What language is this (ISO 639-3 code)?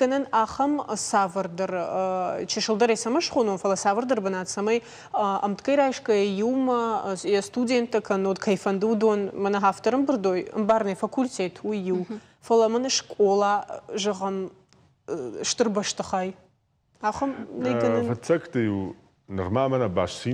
oss